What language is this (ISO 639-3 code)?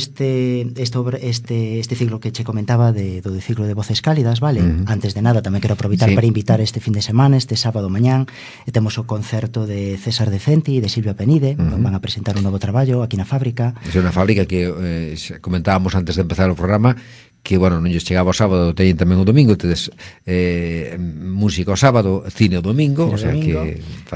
glg